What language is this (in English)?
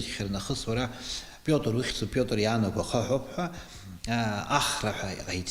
Abkhazian